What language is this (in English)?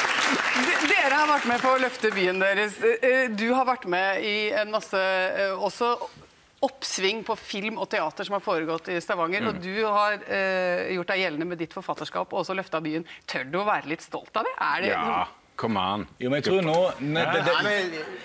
Norwegian